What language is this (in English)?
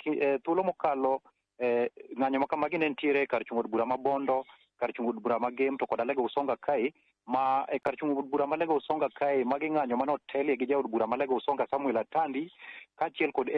Luo (Kenya and Tanzania)